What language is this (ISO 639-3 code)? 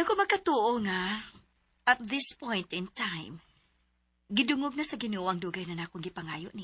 ceb